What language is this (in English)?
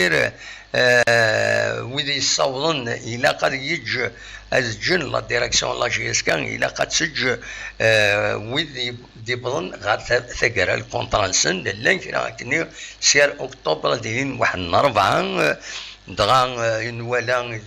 Kabyle